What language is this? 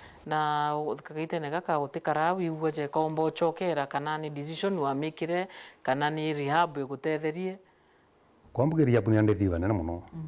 Meru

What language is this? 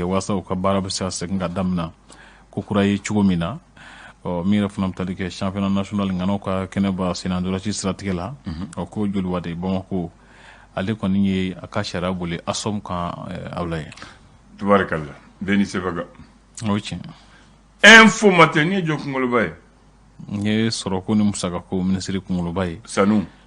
Bambara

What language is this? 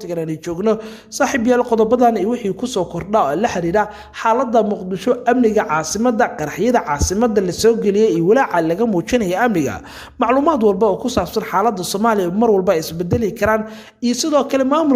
Somali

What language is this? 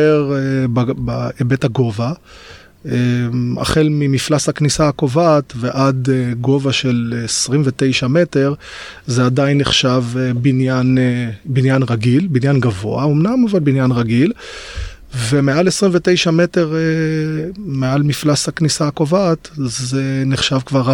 Hebrew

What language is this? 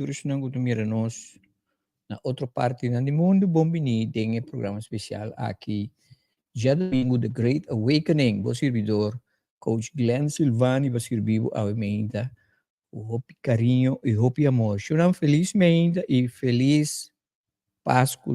Papiamento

